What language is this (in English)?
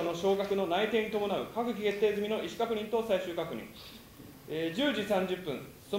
Japanese